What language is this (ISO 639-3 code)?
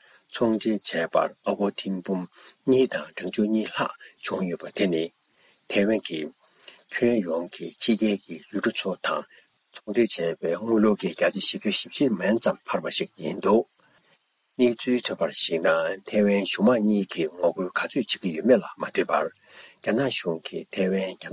bod